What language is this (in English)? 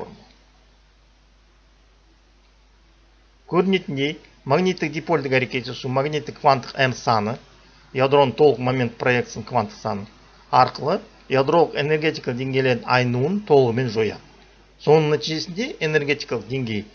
Kazakh